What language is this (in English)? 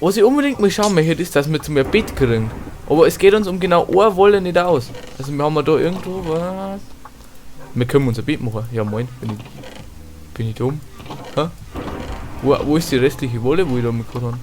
Bavarian